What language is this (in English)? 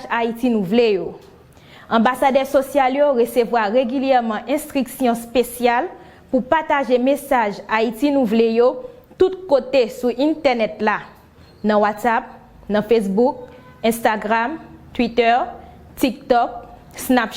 Haitian Creole